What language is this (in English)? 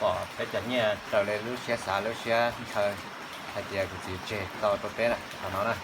Hmong